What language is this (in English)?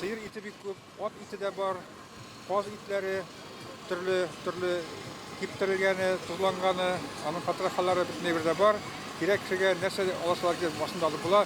Tatar